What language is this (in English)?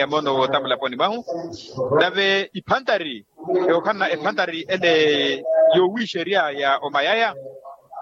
Makhuwa